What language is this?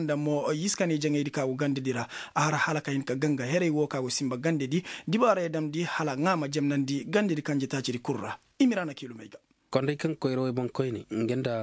Koyraboro Senni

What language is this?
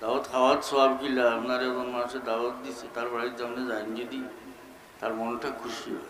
Sylheti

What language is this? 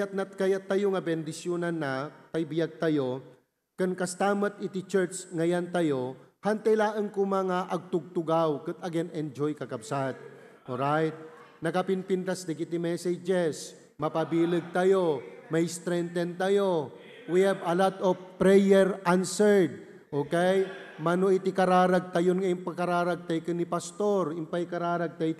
Iloko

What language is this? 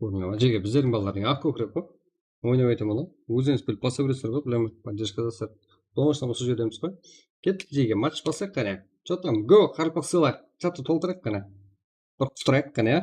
Kara-Kalpak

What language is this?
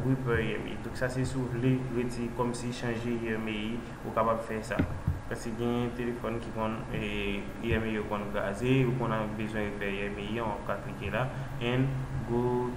Haitian Creole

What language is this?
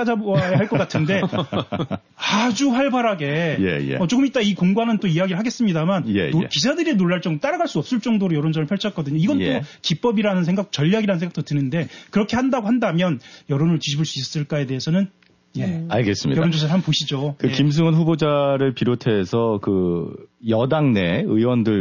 Korean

